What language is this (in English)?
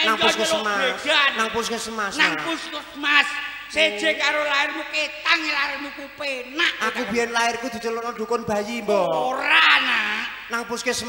Javanese